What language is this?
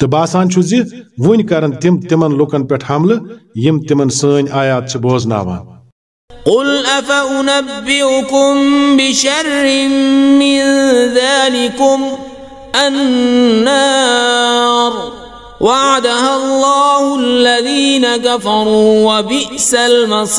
Kashmiri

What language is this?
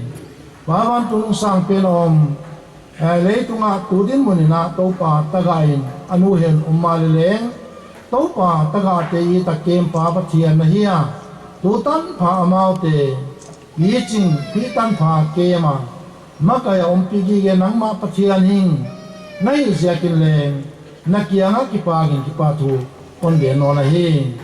Paite Chin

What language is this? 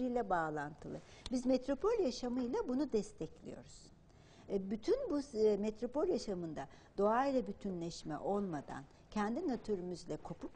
Turkish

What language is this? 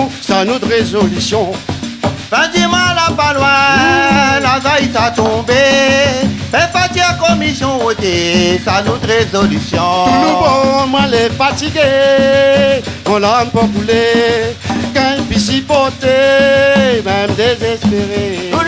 Réunion Creole French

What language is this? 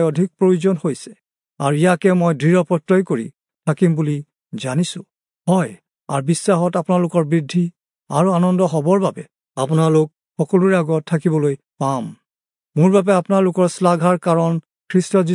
Assamese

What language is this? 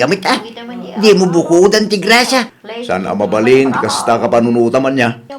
Iloko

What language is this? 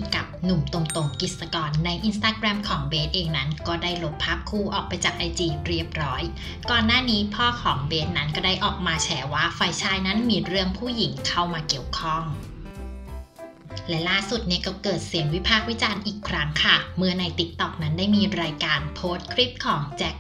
Thai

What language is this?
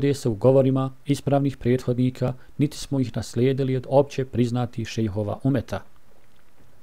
Bosnian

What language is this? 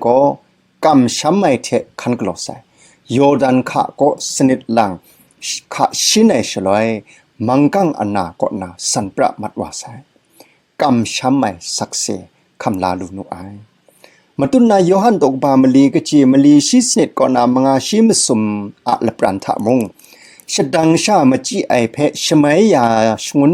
Kachin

